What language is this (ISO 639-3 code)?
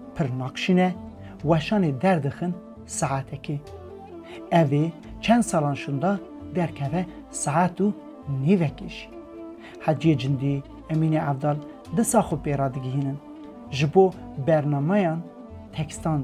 kur